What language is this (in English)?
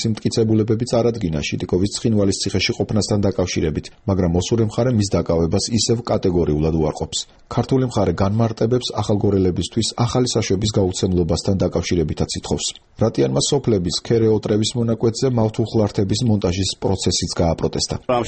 Georgian